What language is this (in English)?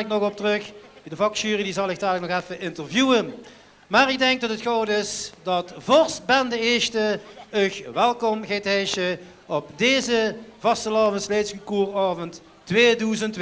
Limburgish